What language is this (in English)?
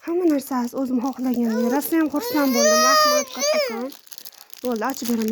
Uzbek